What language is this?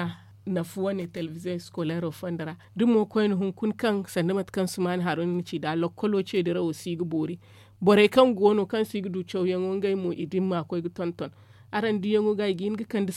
Zarma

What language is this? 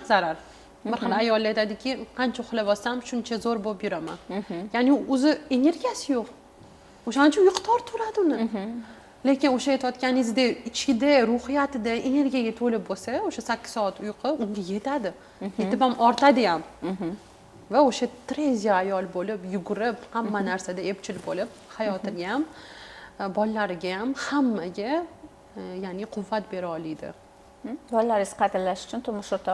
Uzbek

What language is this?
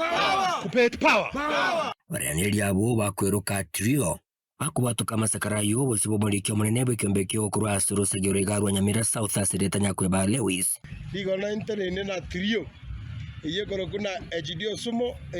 Gusii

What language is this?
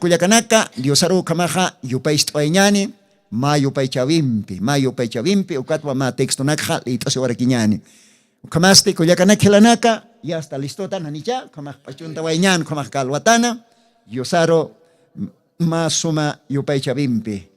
Aymara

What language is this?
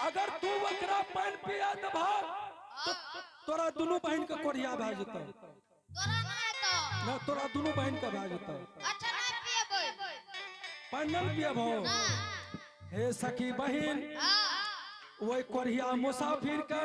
Angika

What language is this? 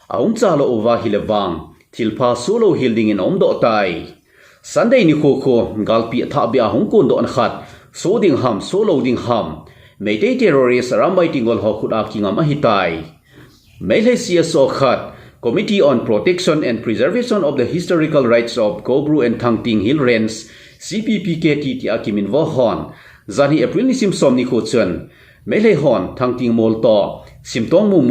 Thado Chin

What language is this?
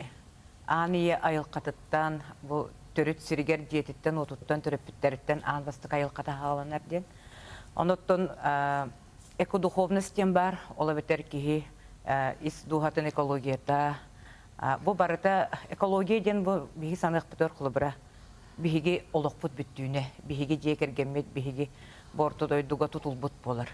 Yakut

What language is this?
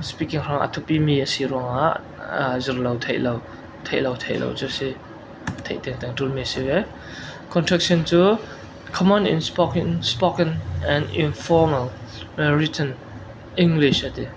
Falam Chin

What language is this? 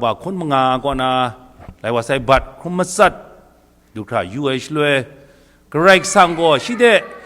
Kachin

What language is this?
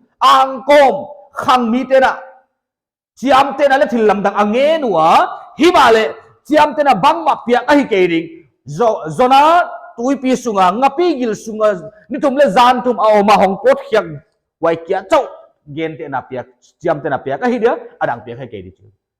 Paite Chin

